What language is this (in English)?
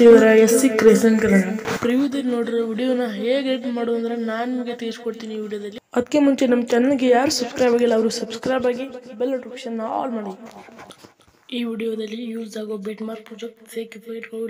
Kannada